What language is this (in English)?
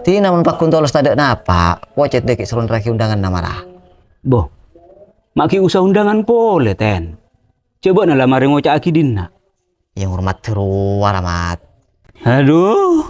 Madurese